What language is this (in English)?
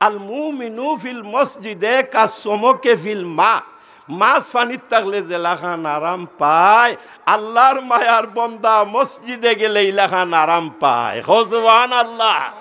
Sylheti